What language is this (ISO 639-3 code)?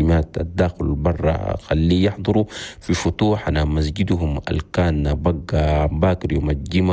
shu